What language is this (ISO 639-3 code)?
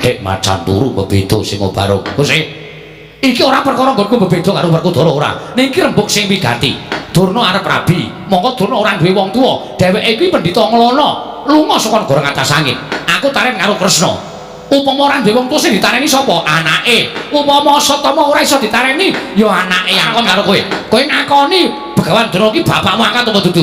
jav